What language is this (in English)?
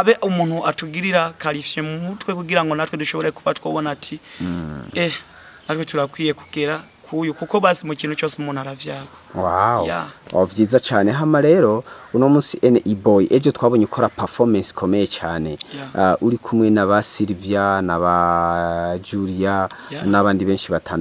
Rundi